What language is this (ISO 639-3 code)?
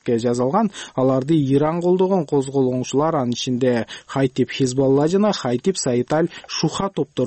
kir